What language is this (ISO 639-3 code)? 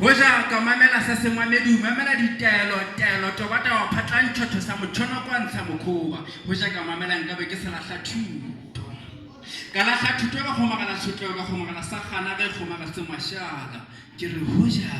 sot